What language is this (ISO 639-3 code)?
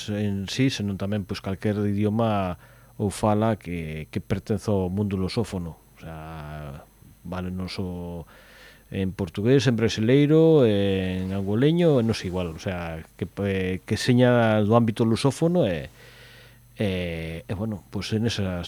glg